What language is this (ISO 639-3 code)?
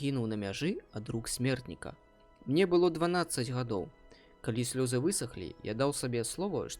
bel